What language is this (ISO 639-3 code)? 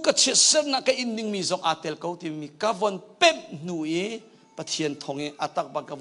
cnh